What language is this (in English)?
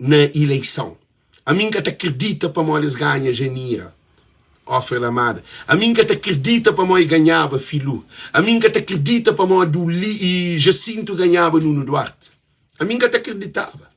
Kabuverdianu